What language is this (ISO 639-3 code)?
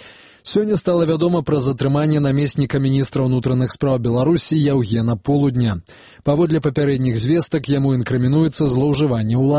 bel